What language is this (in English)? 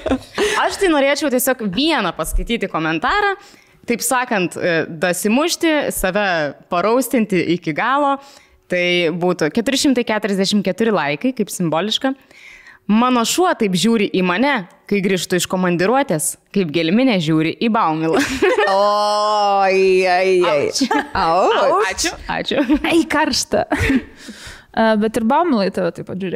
Lithuanian